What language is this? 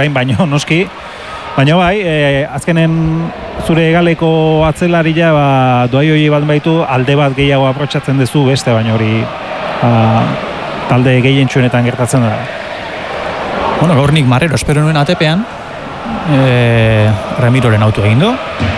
Basque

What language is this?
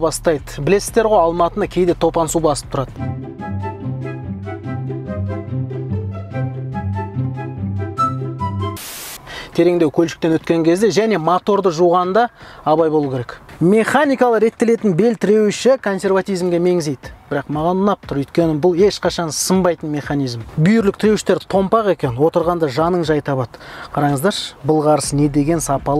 Kazakh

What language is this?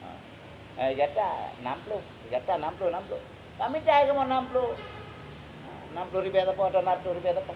Achinese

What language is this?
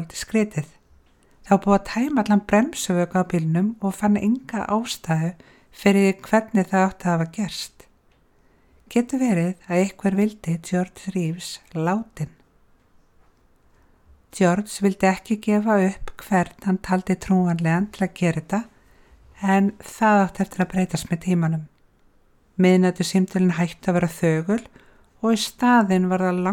Icelandic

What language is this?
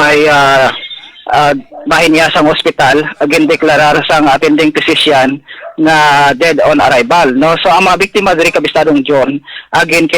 Hiligaynon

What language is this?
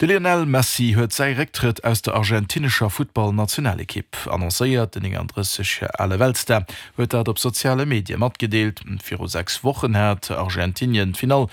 Luxembourgish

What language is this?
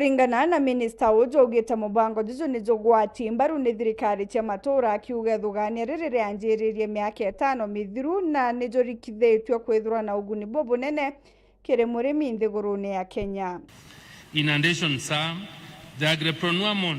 Meru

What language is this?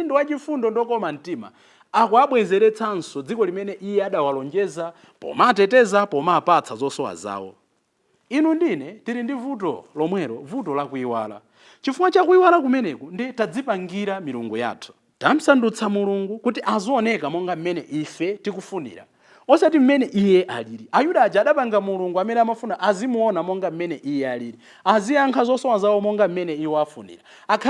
Nyanja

